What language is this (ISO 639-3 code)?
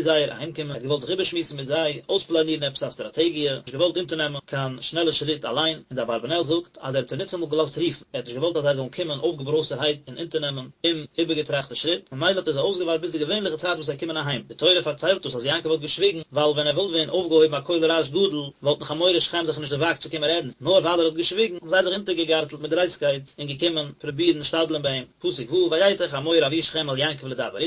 yid